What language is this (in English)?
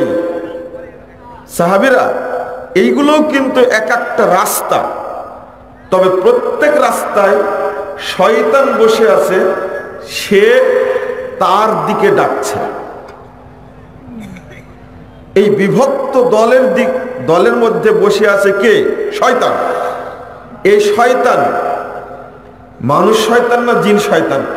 Bangla